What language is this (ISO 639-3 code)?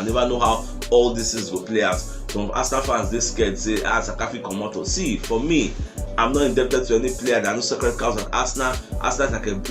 pcm